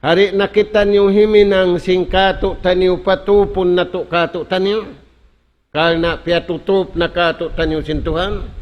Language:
Tausug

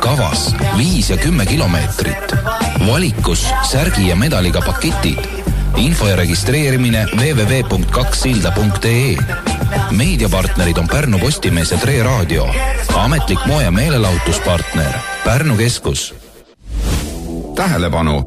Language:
Estonian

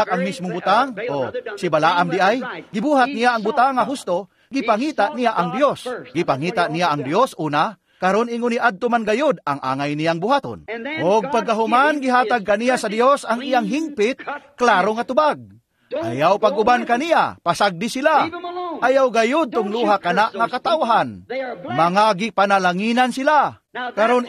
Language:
Cebuano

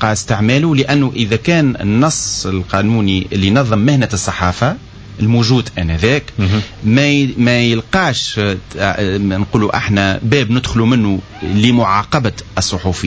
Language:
Tunisian Arabic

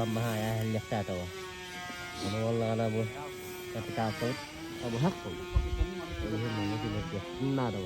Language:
Yakut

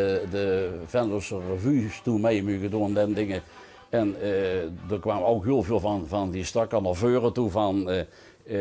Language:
Limburgish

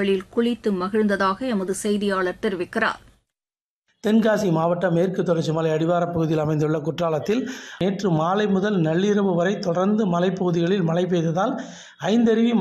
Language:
Tamil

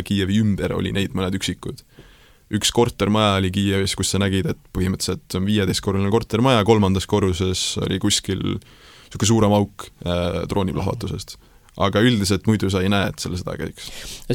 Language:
Estonian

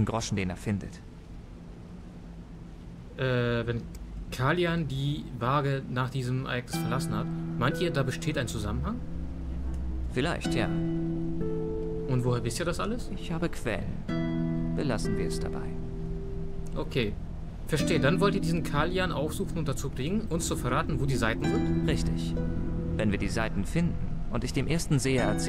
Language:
German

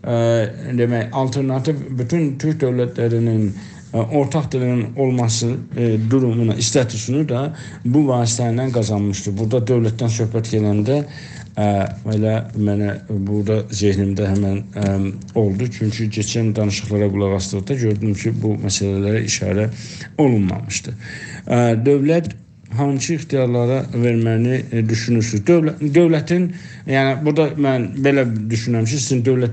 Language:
South Azerbaijani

